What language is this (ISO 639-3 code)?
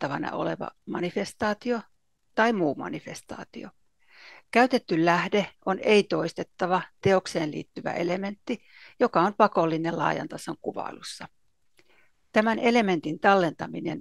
fin